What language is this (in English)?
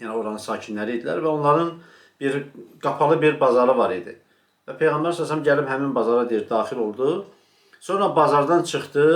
Azerbaijani